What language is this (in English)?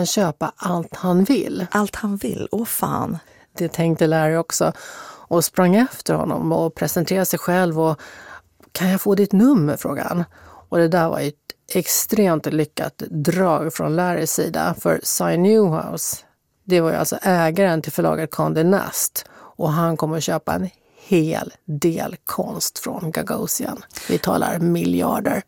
Swedish